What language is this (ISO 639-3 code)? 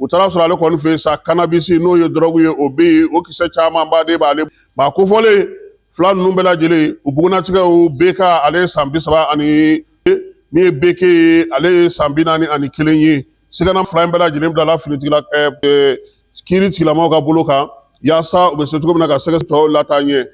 bam